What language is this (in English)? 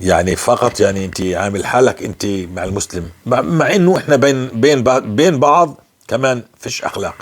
North Levantine Arabic